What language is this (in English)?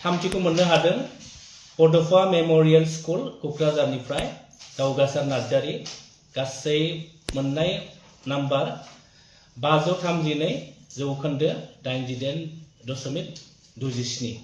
Bodo